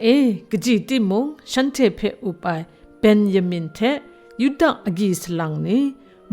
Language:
Kachin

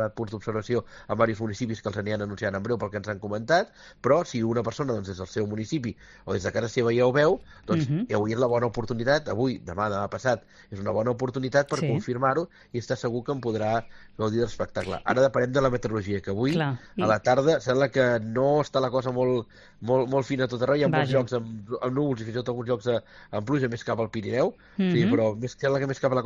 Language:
Catalan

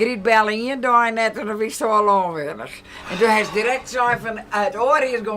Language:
Western Frisian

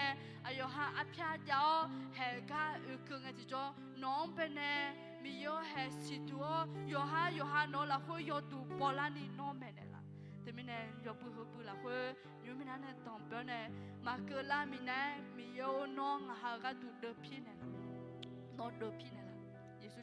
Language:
Akha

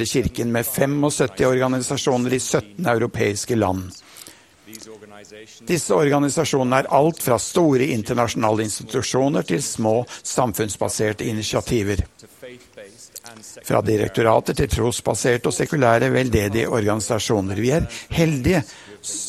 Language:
Norwegian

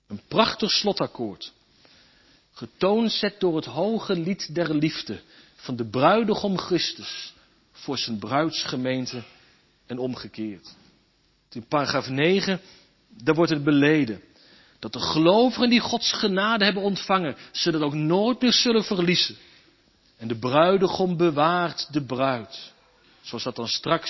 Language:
Dutch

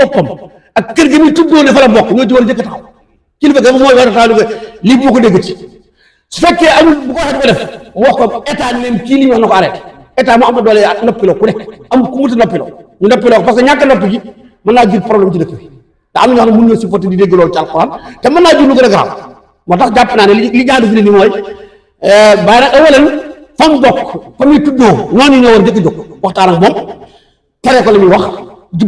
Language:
Wolof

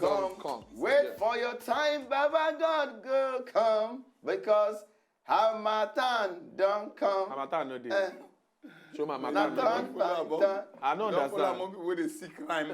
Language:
Nigerian Pidgin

